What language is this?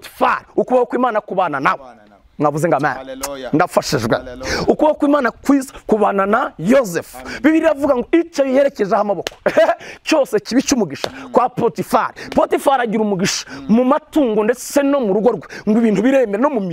Kinyarwanda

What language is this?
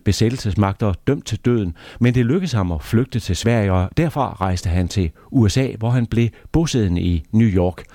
Danish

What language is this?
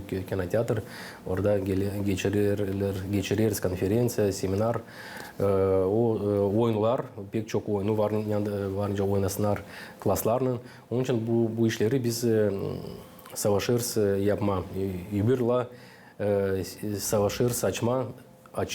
Gagauz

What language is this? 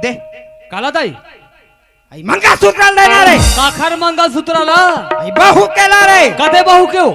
Chhattisgarhi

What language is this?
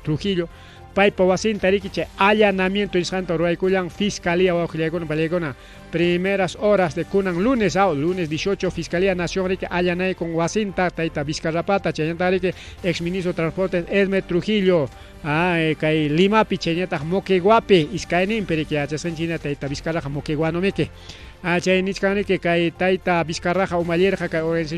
Ayacucho Quechua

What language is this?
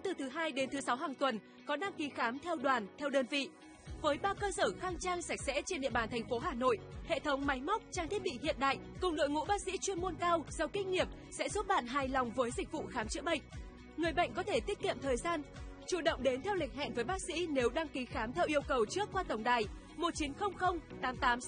Vietnamese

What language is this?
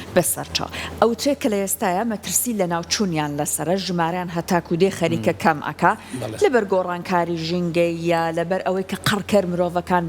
Central Kurdish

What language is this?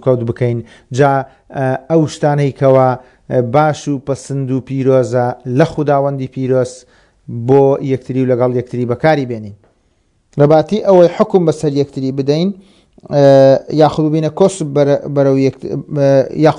Central Kurdish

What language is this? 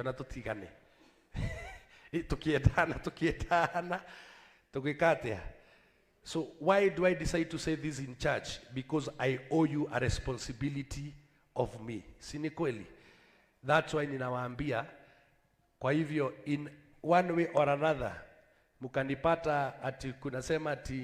Kikuyu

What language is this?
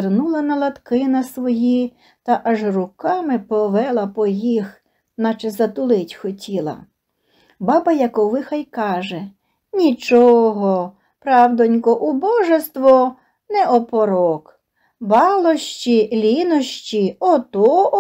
Ukrainian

